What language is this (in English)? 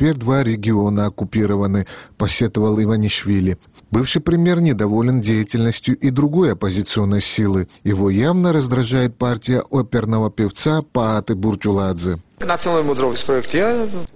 Russian